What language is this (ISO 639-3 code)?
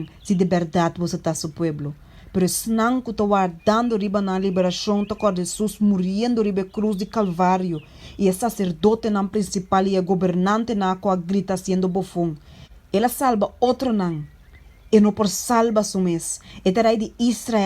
pap